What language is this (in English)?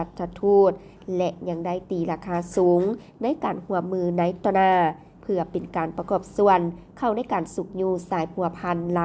Lao